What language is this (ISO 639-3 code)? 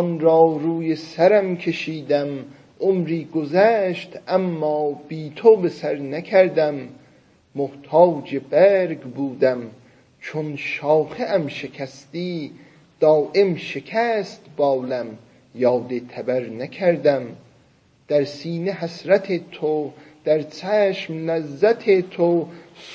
azb